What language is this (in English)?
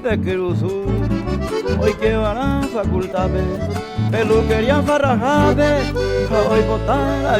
Guarani